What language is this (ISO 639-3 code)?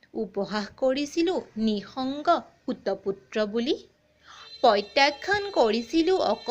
asm